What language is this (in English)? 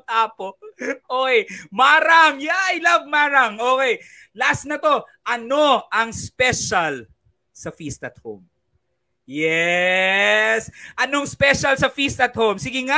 Filipino